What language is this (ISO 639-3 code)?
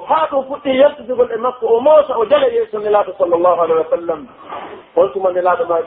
fuf